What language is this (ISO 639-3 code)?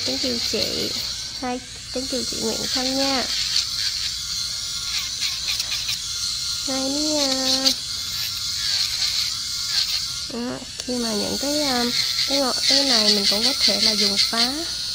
vie